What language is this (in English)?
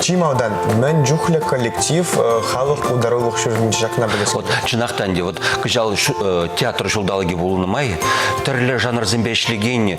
Chuvash